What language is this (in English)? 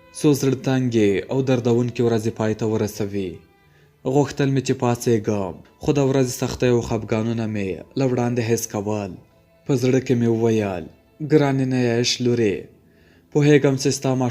Pashto